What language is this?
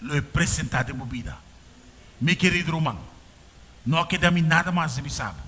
Papiamento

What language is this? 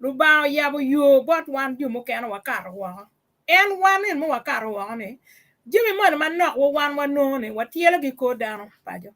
Acoli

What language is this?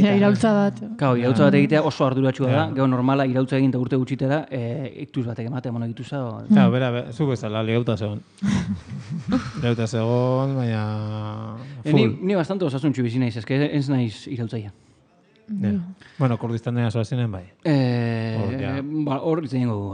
Basque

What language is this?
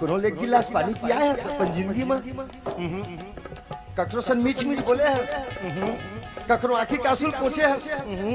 Chhattisgarhi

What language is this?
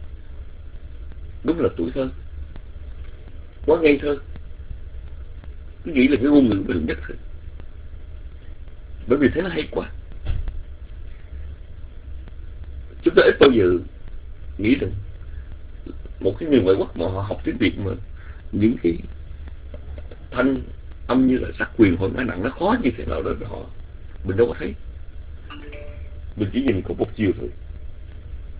Vietnamese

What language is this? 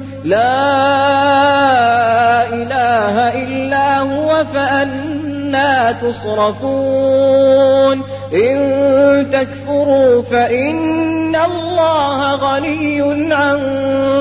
Arabic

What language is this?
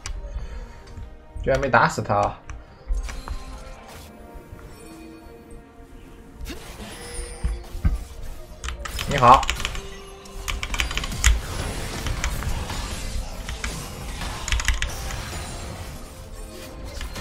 Chinese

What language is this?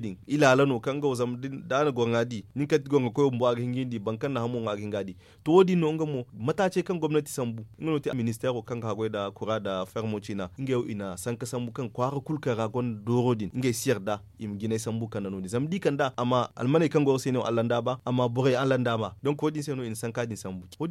Zarma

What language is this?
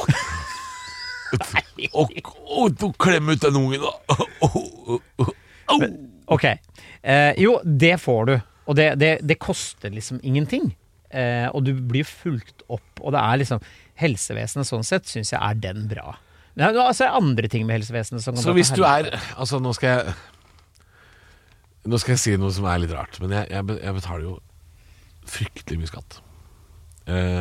Norwegian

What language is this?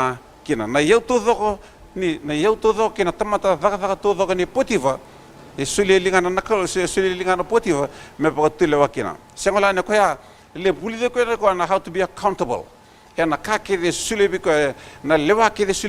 Fijian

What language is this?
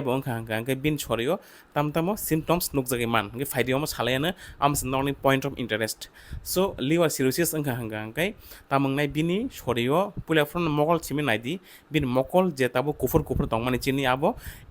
Kok Borok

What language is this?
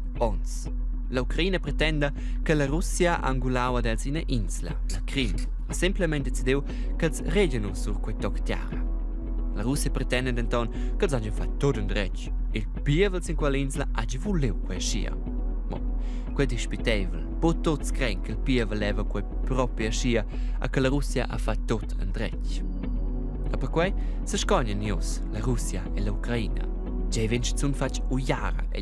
Romansh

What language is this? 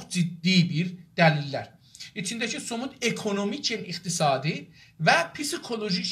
South Azerbaijani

